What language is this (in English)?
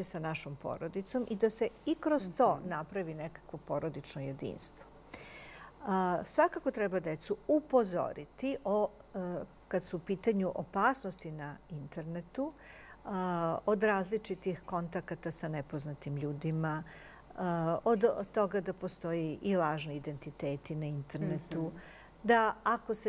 Serbian